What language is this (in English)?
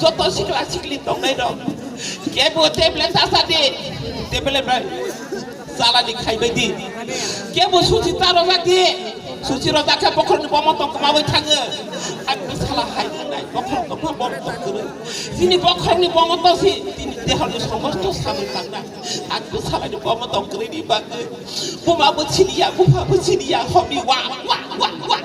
Kok Borok